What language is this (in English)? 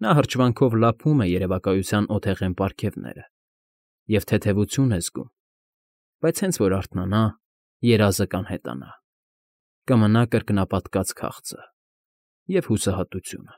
Armenian